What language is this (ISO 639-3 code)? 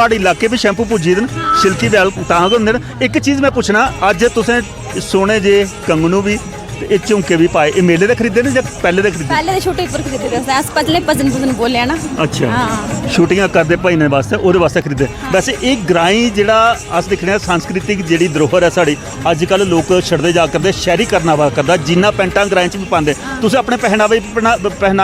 doi